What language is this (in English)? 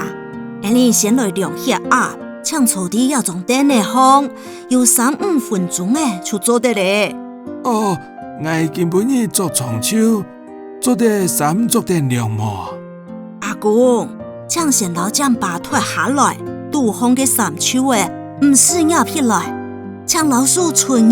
Hakka Chinese